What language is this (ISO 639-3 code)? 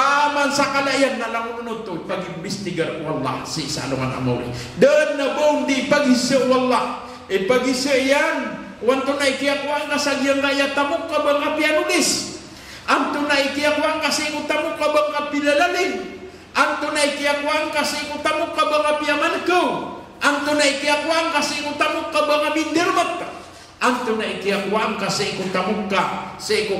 mrw